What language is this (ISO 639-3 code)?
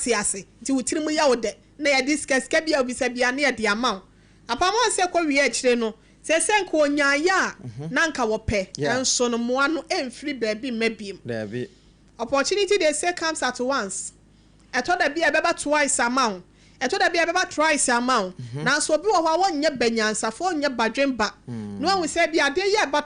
aka